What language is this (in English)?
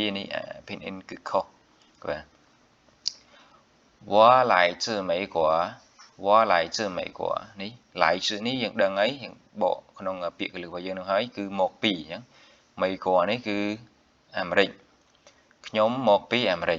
Khmer